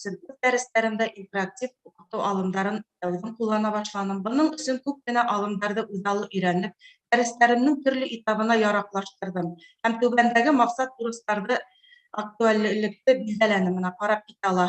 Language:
Bashkir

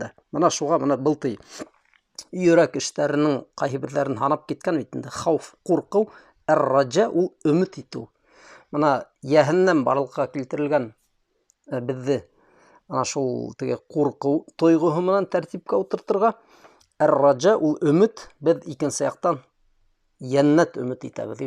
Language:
Bashkir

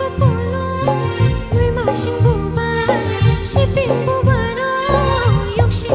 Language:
Kok Borok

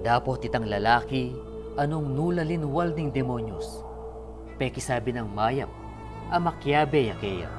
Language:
Pampanga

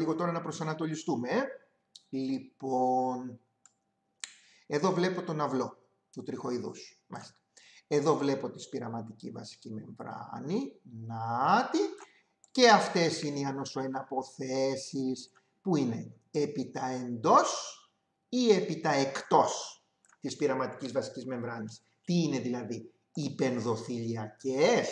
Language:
Greek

